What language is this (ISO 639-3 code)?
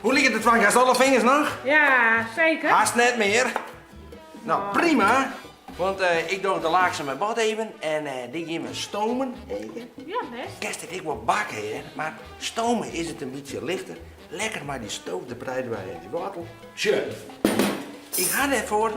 fry